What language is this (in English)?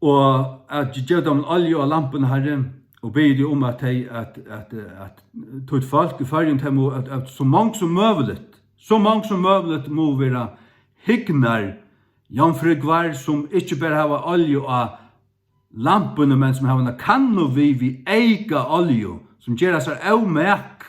Faroese